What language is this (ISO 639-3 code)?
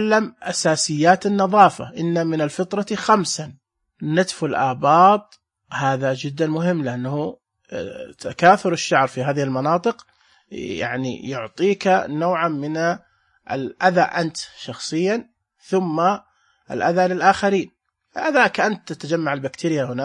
ars